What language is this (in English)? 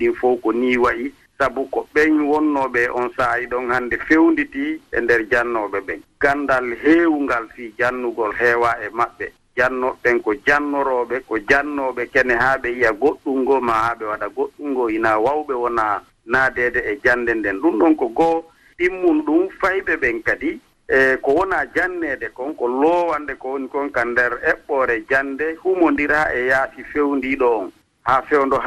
Fula